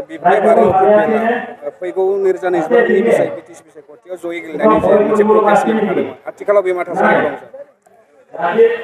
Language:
Bodo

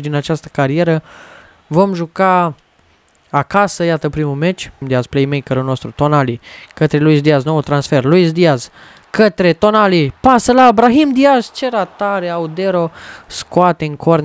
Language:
Romanian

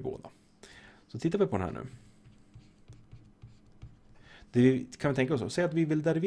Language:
Swedish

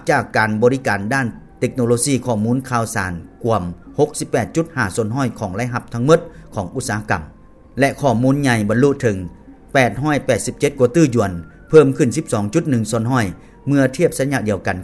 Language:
Lao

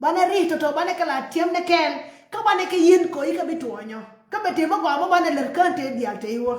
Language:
Nuer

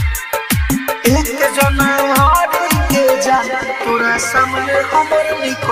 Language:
Bhojpuri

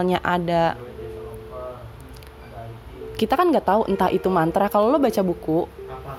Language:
Indonesian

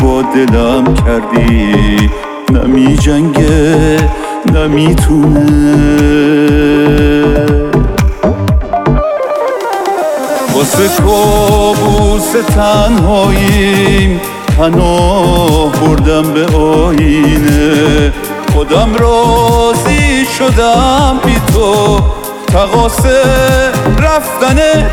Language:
Persian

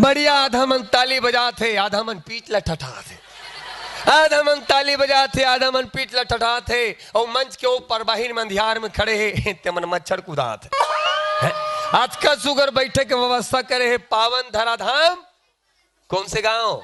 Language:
Chhattisgarhi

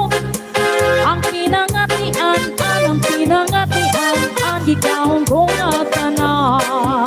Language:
Waray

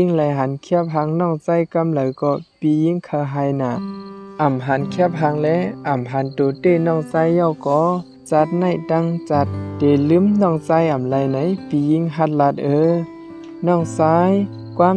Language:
Shan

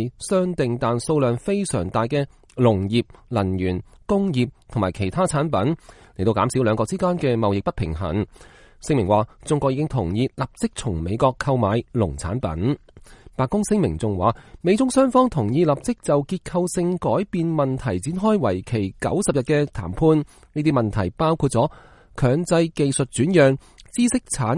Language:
Cantonese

